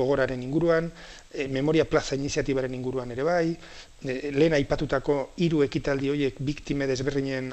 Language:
Basque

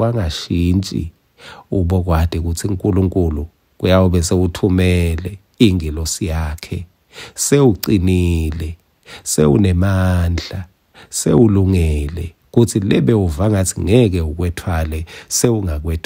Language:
Swati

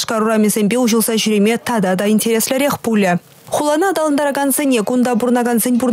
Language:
Chuvash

